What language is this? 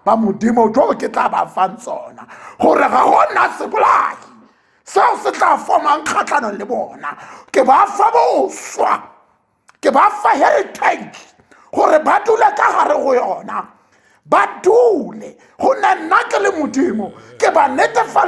Tswana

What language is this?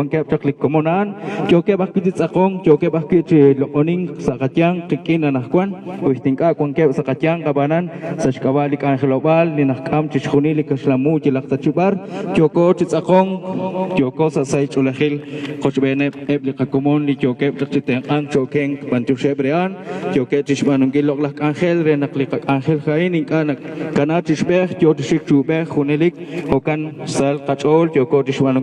Kekchí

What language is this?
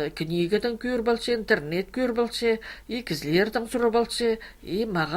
Khakas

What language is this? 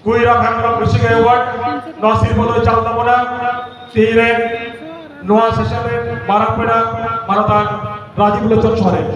Santali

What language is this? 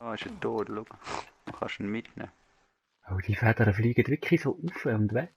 Swiss German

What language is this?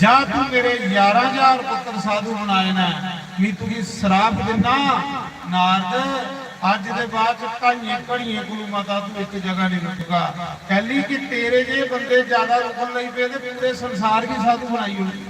Dogri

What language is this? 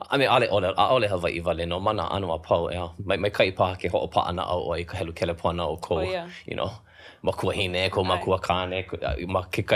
Hawaiian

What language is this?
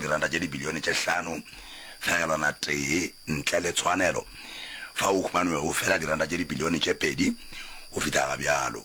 Northern Sotho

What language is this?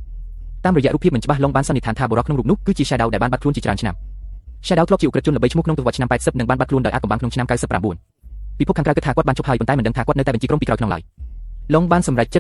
Khmer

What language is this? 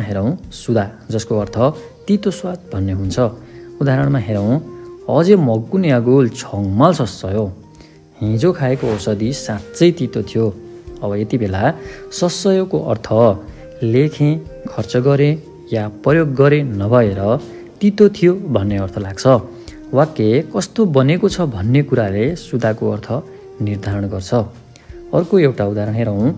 Nepali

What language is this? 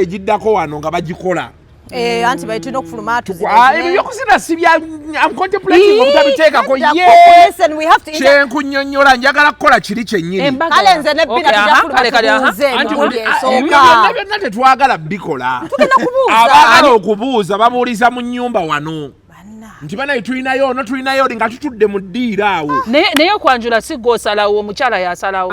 Ganda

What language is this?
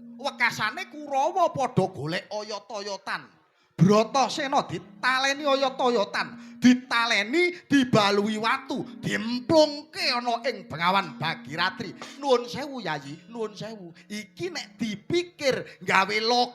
Javanese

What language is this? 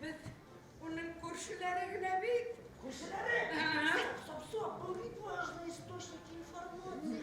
Bashkir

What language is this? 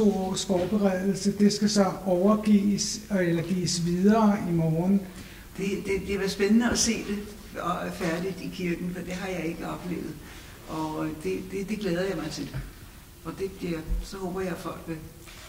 Danish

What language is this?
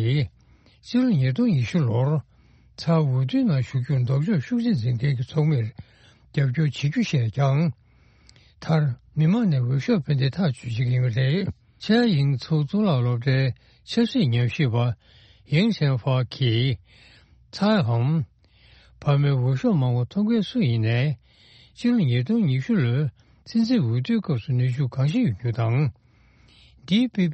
Tibetan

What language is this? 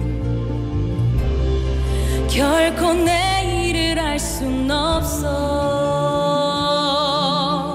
Korean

